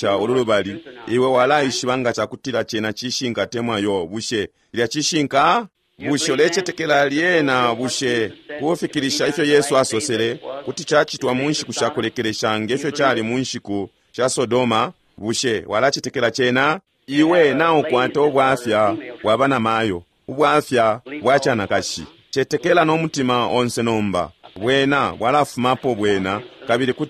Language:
Bemba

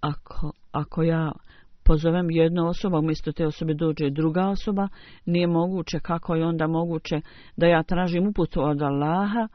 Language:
Bosnian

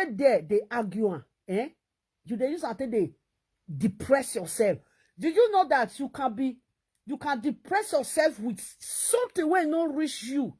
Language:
Nigerian Pidgin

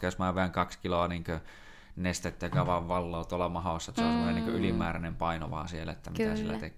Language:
Finnish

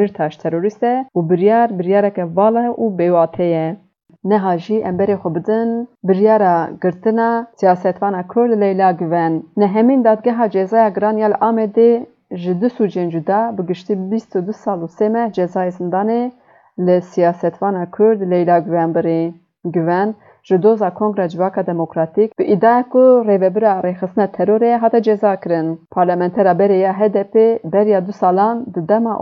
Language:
Kurdish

